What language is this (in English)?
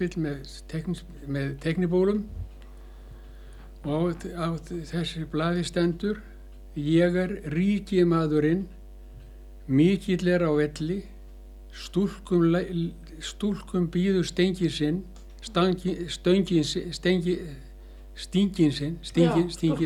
Icelandic